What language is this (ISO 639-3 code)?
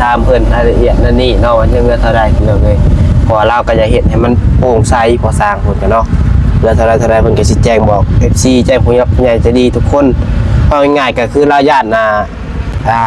tts